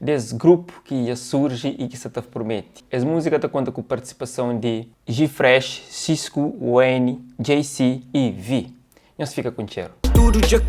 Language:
Kabuverdianu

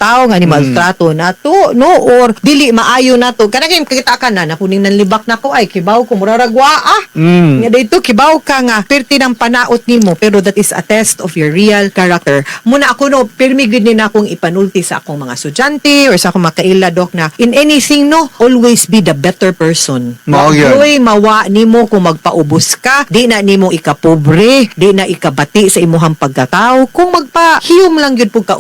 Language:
Cebuano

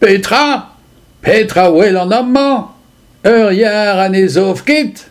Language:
Breton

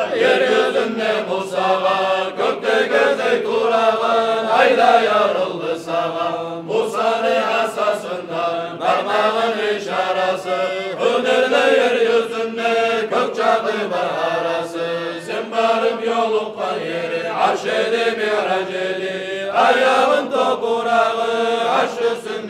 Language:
Kumyk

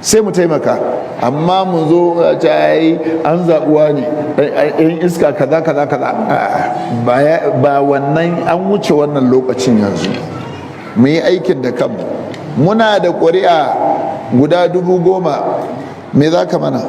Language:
Hausa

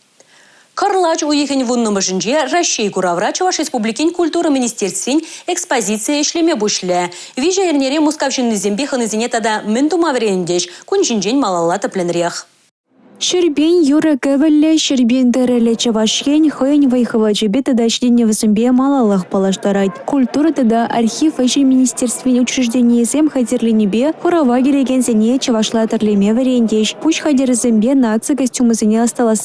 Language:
Chuvash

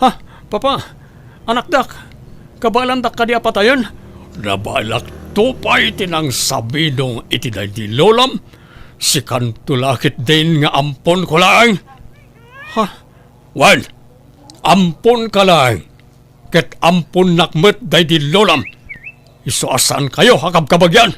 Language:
Iloko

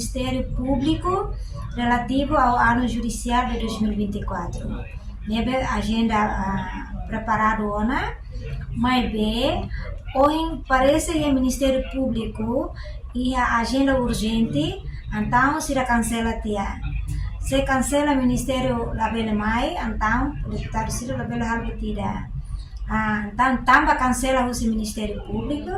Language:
Tetum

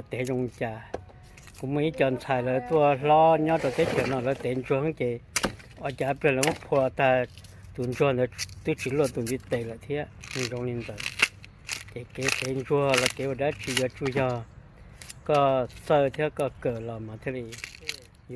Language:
Hmong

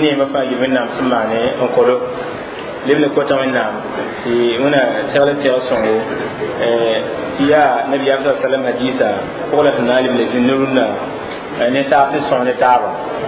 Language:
Mossi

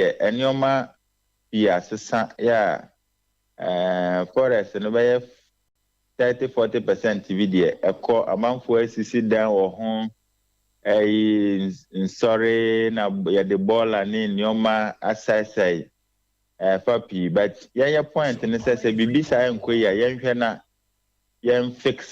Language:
Akan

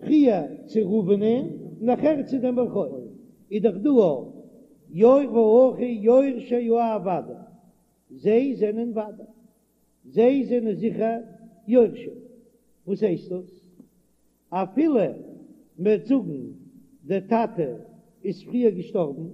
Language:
Yiddish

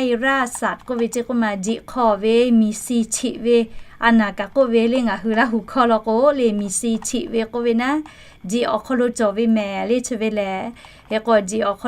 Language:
Lahu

